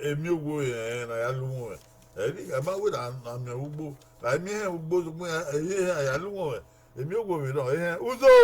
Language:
Bini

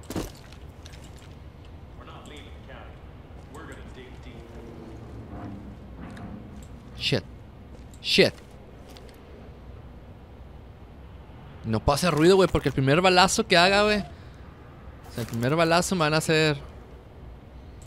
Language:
Spanish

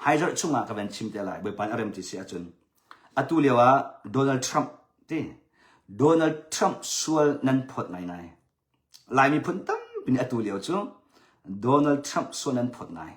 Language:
Hakha Chin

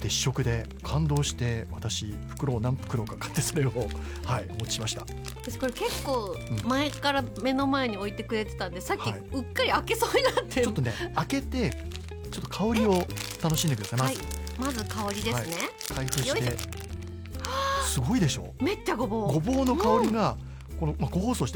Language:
Japanese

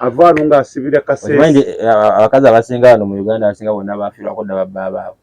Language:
Ganda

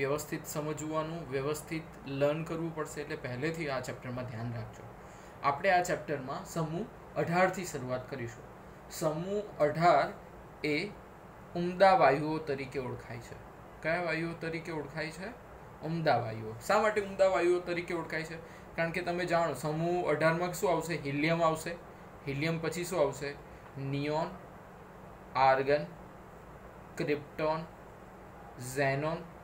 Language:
Gujarati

